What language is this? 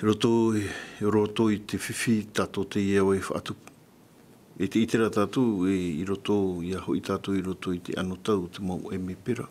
Tahitian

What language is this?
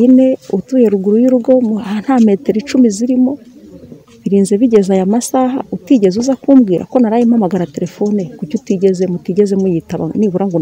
Kinyarwanda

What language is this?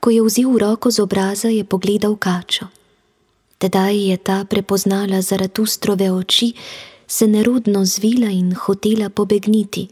Slovenian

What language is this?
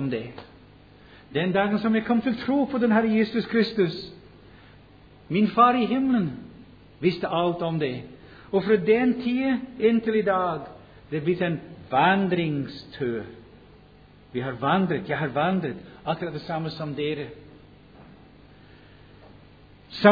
Norwegian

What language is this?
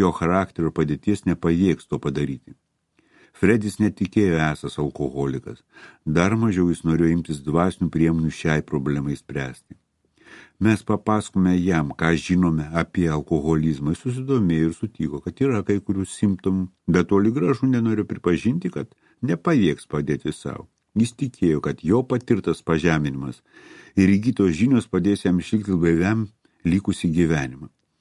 Lithuanian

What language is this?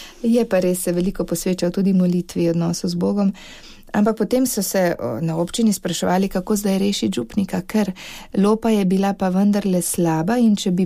Slovenian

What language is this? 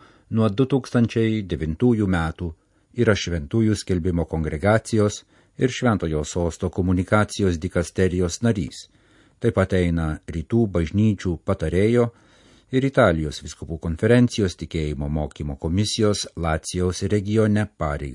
Lithuanian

